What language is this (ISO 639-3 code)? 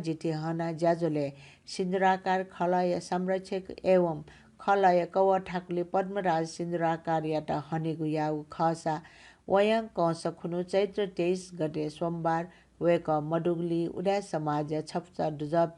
new